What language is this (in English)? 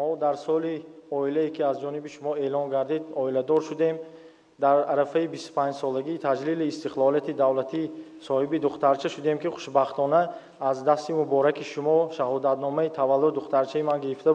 Tajik